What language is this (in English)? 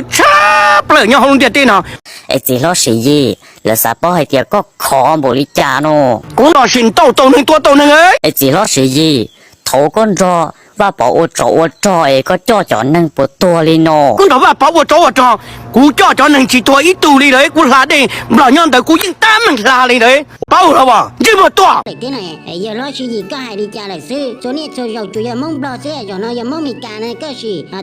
Hmong